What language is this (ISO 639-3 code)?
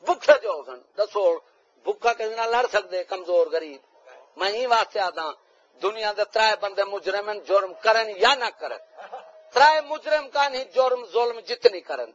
skr